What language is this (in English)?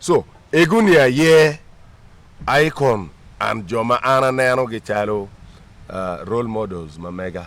Acoli